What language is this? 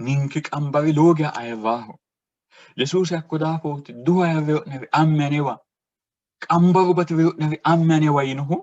Sidamo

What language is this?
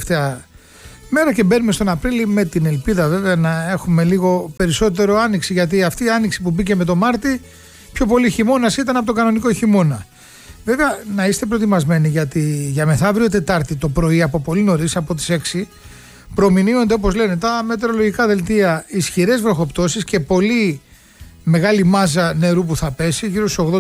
Greek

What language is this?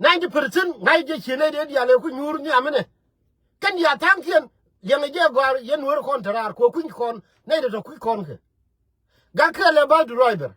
Nuer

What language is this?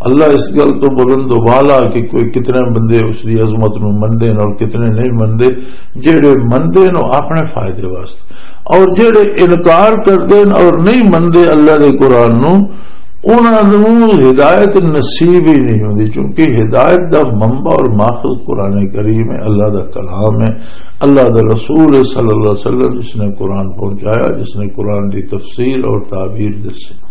Western Panjabi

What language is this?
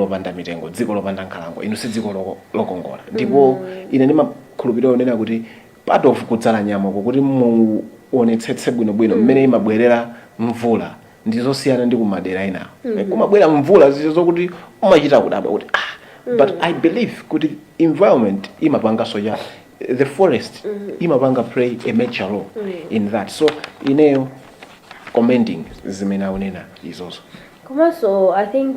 Nyanja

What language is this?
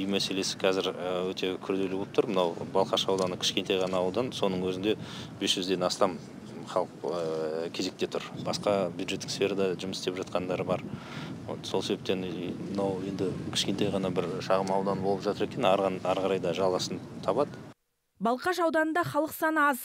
Kazakh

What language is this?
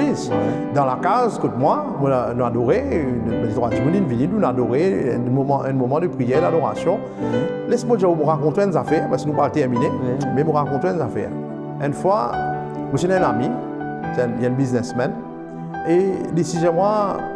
Morisyen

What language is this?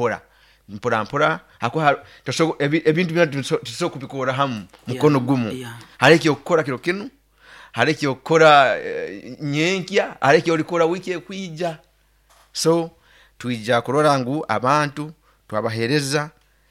Nyoro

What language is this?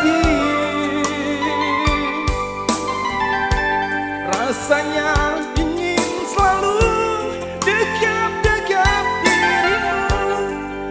Indonesian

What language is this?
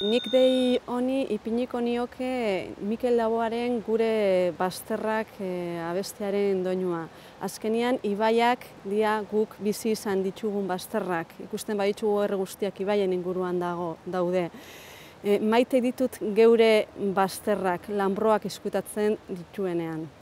Basque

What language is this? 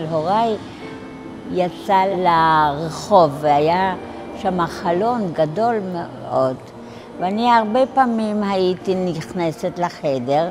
Hebrew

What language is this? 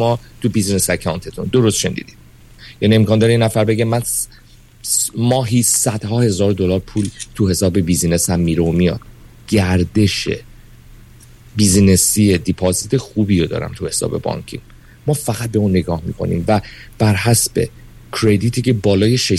Persian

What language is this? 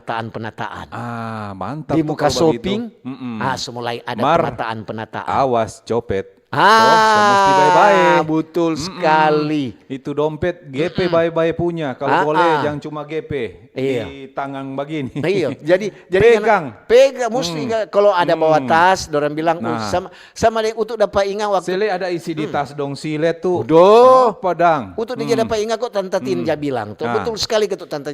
Manado Malay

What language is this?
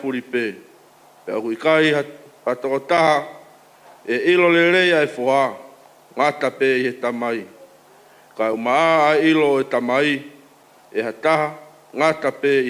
Tongan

